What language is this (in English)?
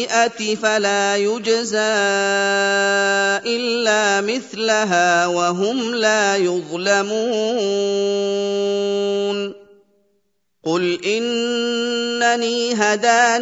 Arabic